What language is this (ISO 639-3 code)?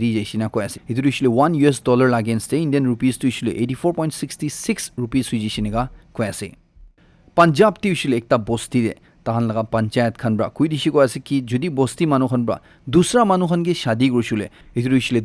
nag